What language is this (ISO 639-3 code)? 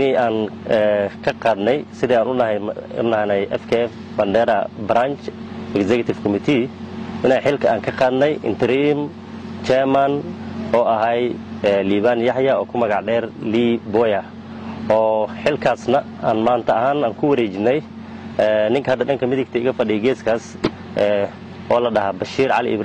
som